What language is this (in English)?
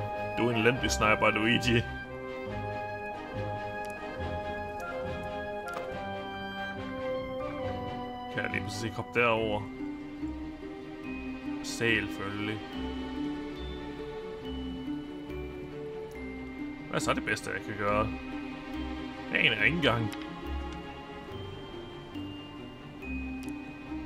Danish